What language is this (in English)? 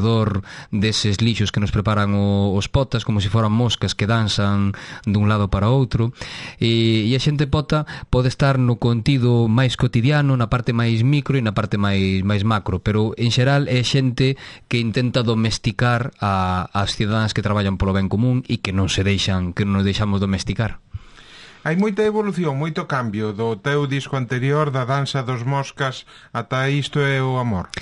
Galician